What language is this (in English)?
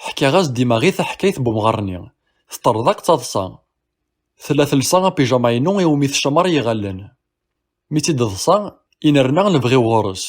Kabyle